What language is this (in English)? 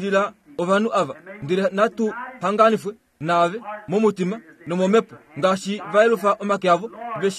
Kuanyama